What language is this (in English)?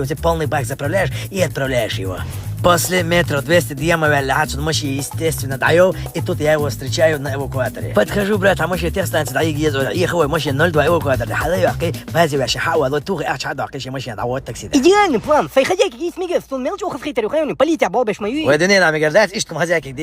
Chechen